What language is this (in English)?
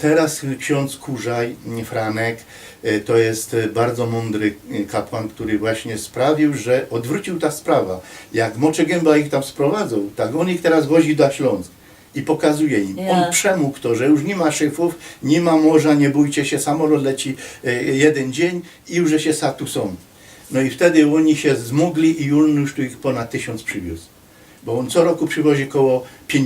Silesian